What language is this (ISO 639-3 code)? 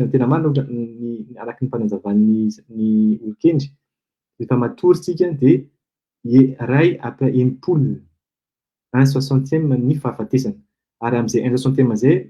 mlg